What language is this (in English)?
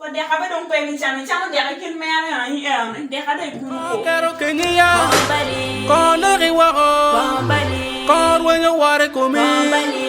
Acoli